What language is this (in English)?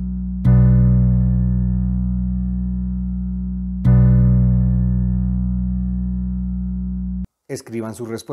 Spanish